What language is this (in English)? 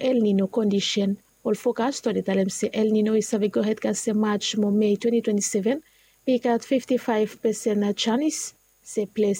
Bislama